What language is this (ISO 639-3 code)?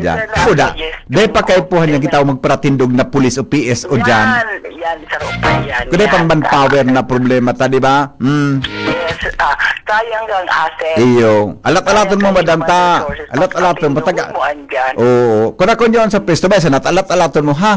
bik